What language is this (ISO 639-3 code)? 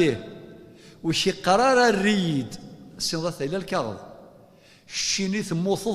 kab